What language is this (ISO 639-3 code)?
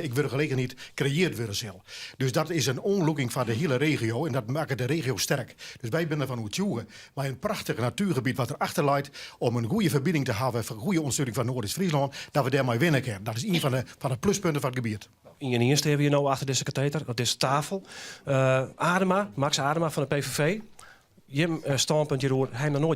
fry